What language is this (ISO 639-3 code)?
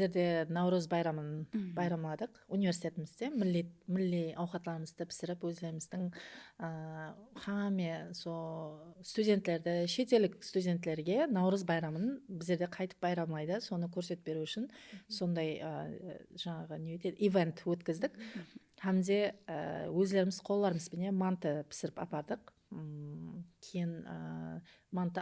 kaa